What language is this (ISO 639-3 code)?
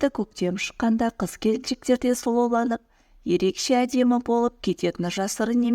kaz